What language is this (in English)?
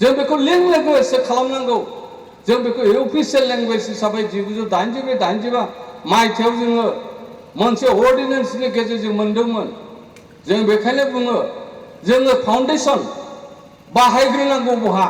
Bodo